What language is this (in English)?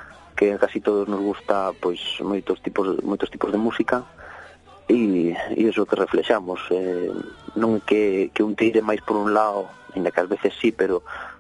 Galician